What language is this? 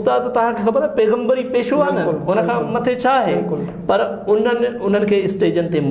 Sindhi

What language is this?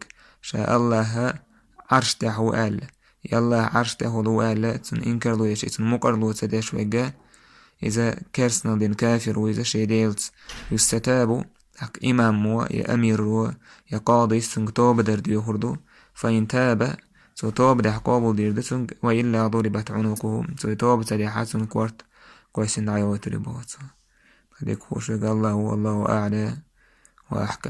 Chechen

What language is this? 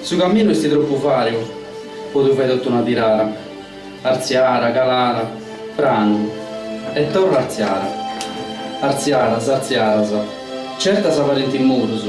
Sardinian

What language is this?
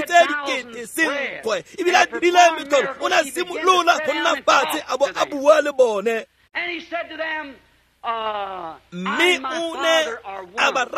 Tswana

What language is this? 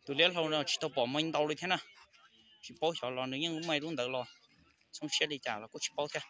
Hmong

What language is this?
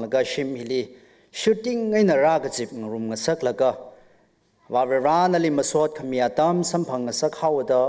Tangkhul Naga (India)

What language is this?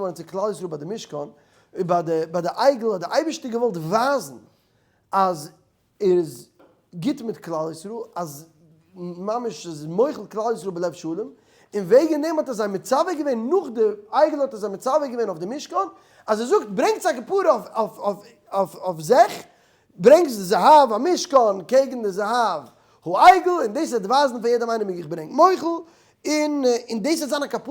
Yiddish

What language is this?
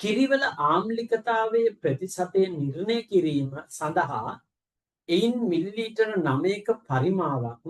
Sinhala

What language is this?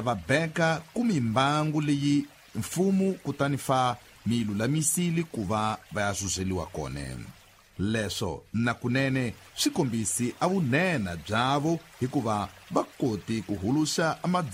Tsonga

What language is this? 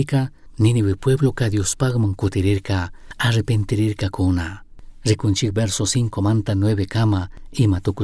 Chimborazo Highland Quichua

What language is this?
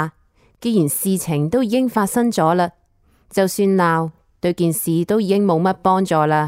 Cantonese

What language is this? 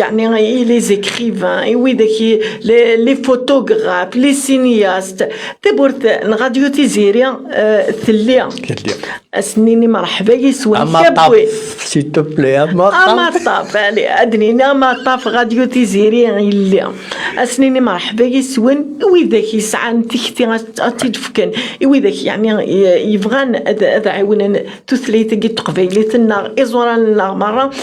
Kabyle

